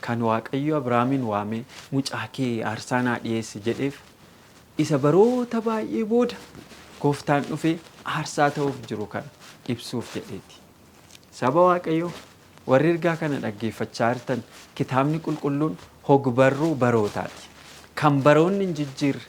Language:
Oromo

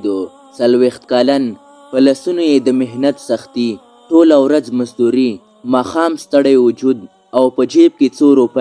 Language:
Pashto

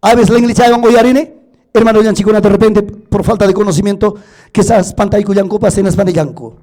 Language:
Ayacucho Quechua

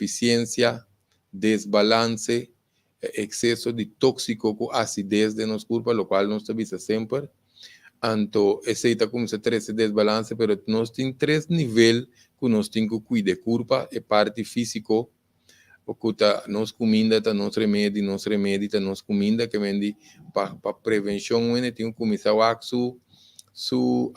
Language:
Papiamento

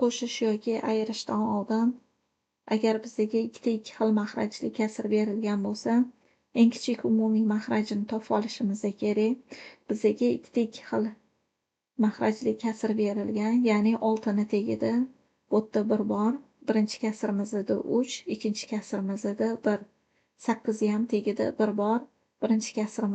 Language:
Uzbek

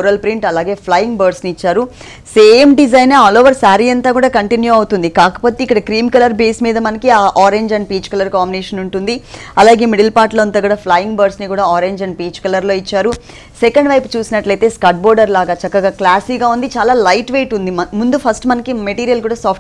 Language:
Telugu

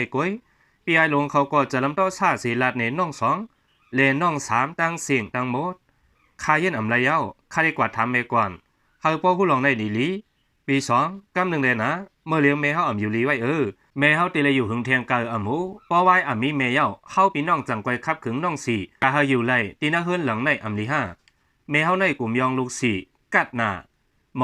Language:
Shan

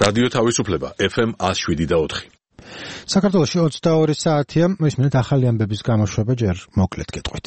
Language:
Georgian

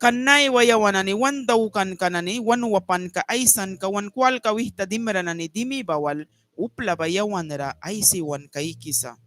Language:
Mískito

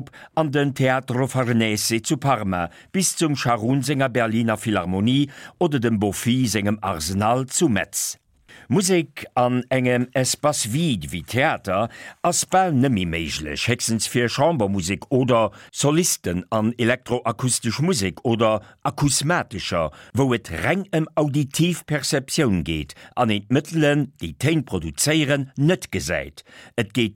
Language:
Luxembourgish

